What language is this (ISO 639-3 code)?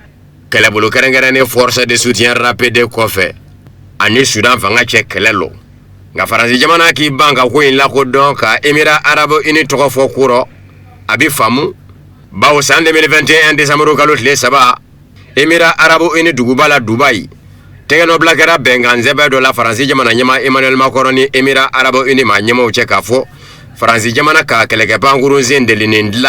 bam